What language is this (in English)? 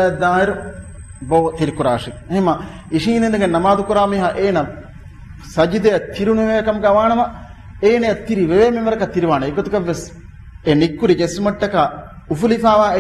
Divehi